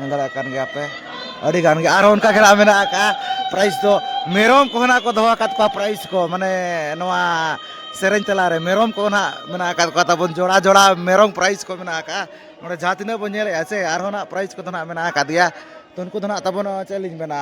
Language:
Santali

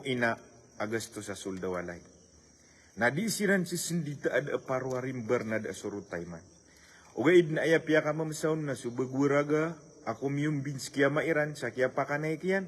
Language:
Maranao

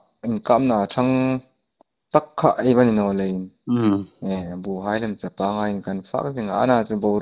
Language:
Hmar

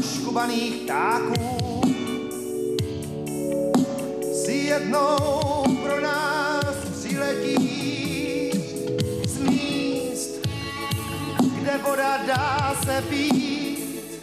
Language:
Czech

